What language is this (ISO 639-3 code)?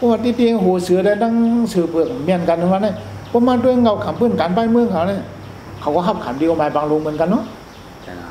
shn